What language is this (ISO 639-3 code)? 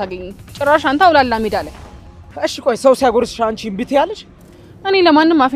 amh